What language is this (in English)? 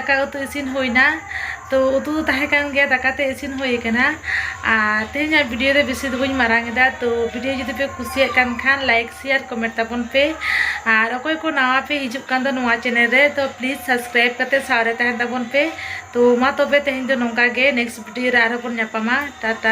Santali